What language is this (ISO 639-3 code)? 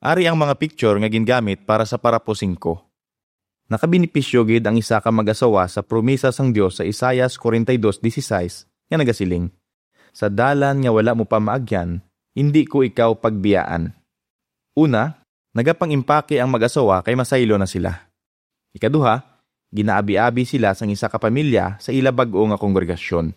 hil